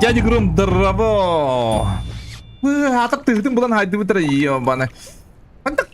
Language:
Yakut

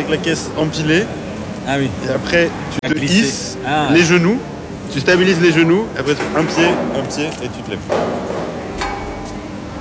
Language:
French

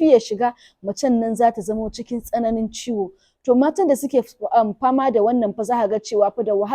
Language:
Hausa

